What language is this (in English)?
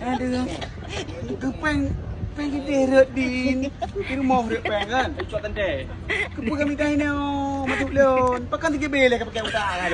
Achinese